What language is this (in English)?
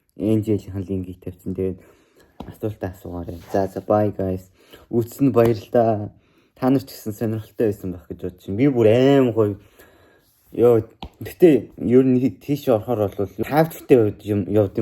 Mongolian